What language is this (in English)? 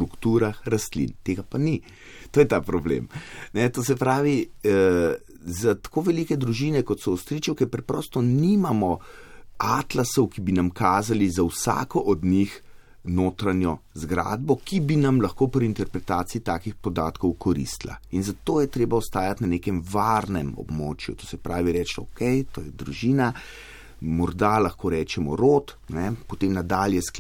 Slovenian